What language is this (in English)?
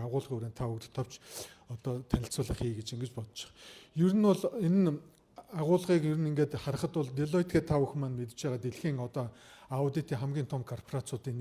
Mongolian